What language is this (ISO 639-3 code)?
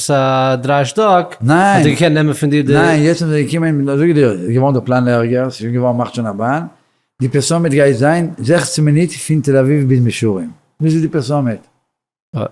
yid